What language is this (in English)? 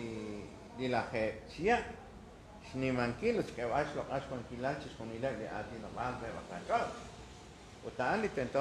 Kekchí